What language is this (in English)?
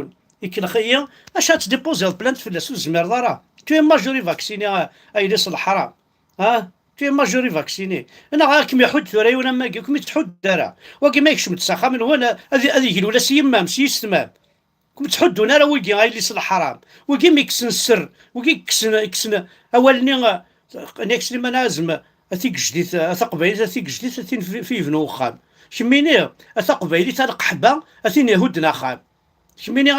Kabyle